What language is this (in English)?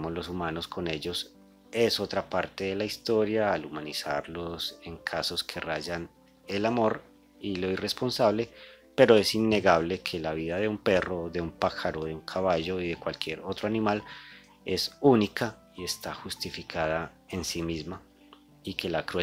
Spanish